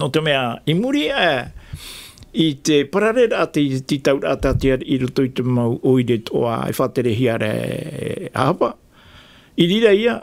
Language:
Tahitian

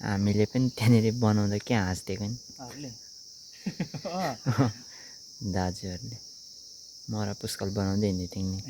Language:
Nepali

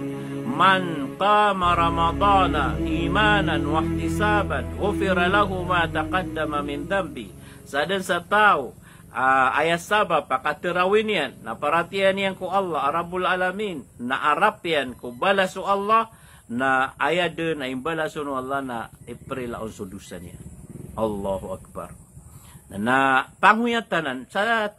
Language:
Maranao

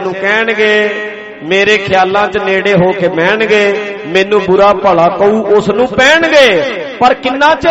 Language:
Punjabi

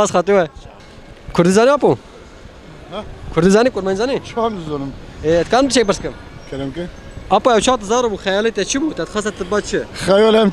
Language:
Kurdish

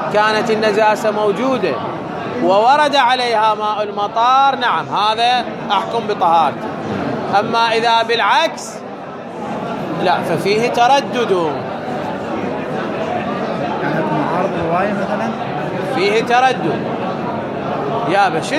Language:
Arabic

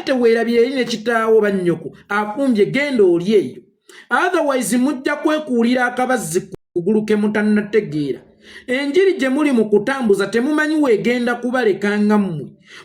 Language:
Ganda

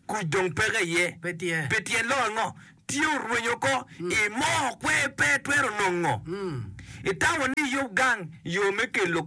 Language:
Acoli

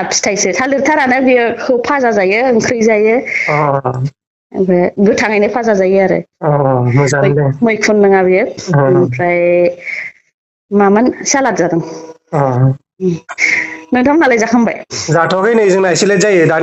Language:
Bodo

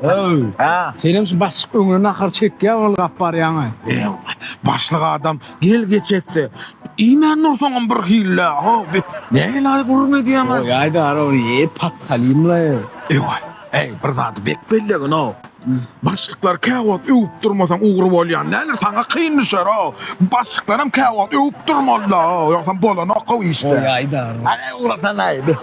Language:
Turkmen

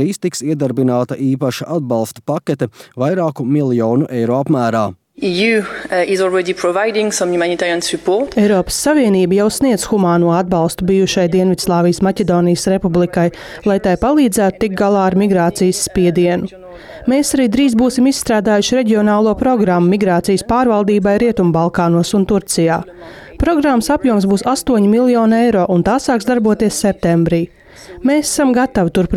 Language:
Latvian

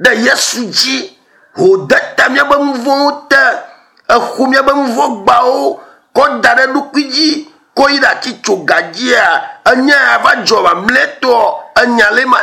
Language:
Ewe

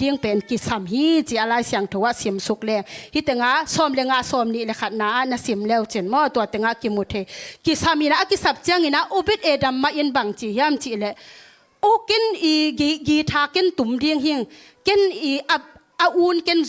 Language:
Tedim Chin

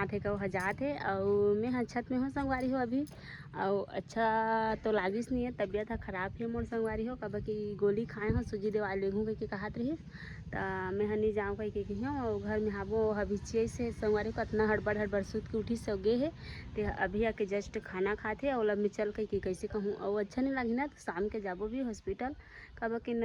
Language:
Chhattisgarhi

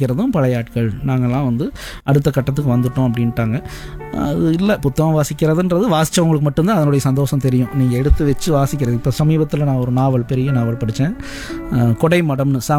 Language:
Tamil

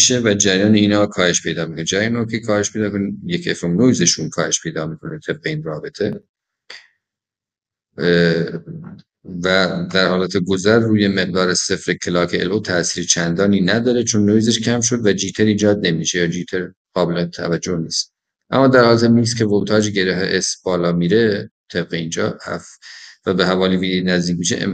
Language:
Persian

